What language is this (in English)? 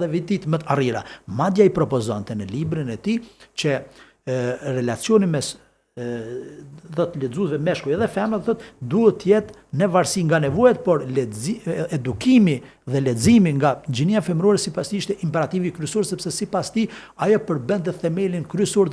Albanian